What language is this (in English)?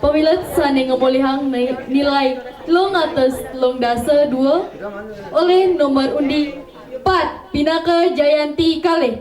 Balinese